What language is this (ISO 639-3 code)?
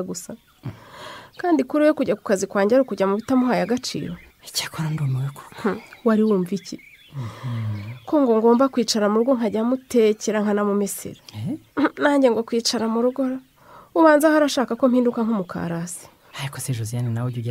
kin